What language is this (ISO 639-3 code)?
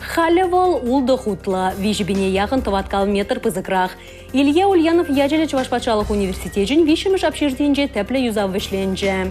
chv